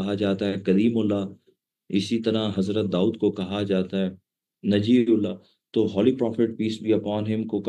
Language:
Urdu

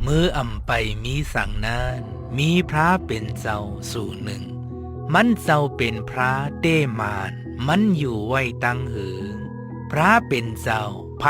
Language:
Shan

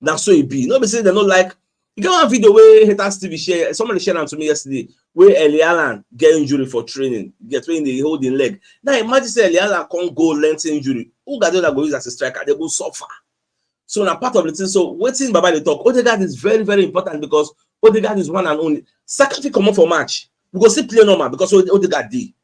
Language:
Nigerian Pidgin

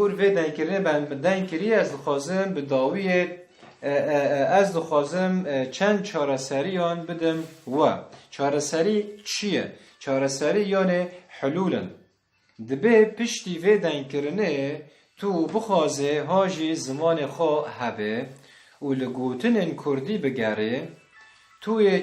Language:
Kurdish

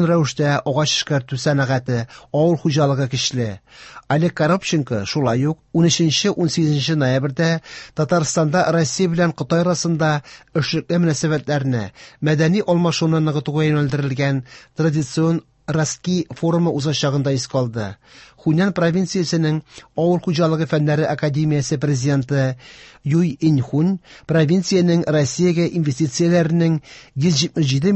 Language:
Tatar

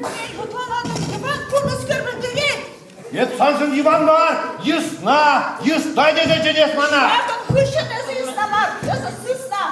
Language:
Chuvash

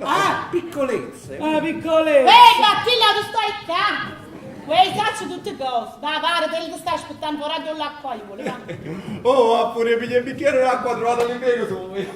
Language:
Neapolitan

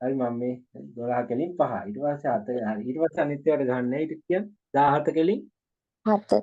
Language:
Sinhala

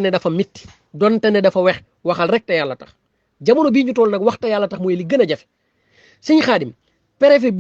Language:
Wolof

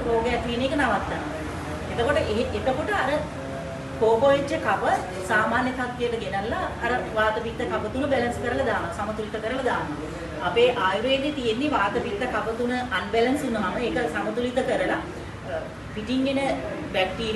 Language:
Sinhala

